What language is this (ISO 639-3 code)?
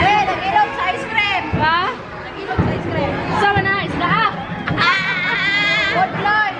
ceb